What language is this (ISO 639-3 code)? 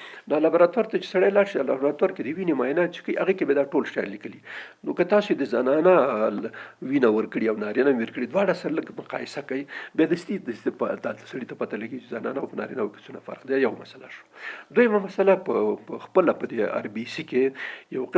pus